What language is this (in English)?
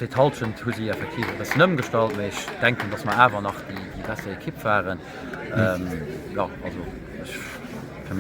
Luxembourgish